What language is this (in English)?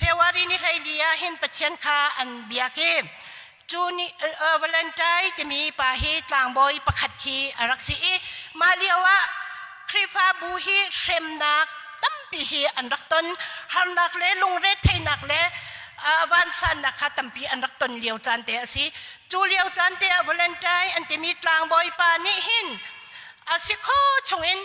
Hakha Chin